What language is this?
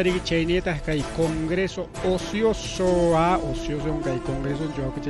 Ayacucho Quechua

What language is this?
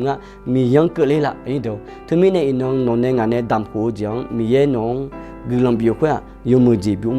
Akha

